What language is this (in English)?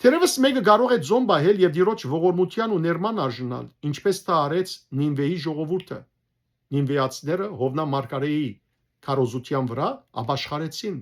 Western Armenian